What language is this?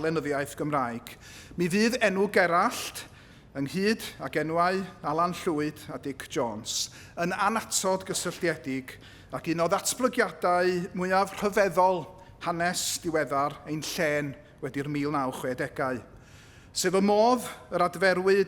Welsh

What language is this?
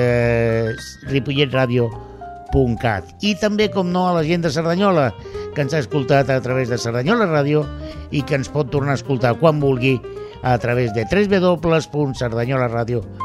Catalan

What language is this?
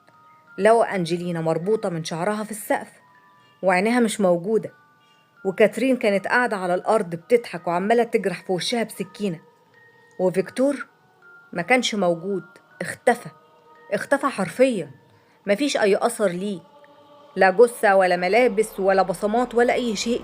Egyptian Arabic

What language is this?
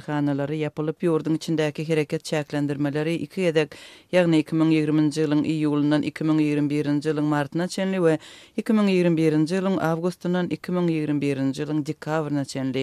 Turkmen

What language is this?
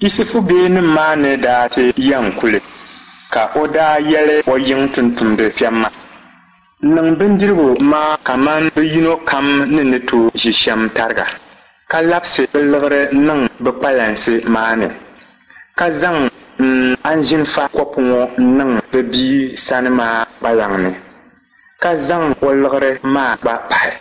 Dagbani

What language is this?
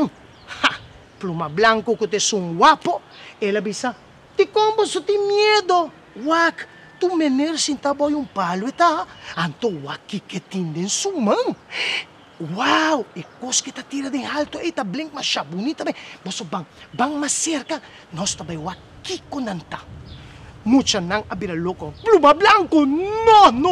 Papiamento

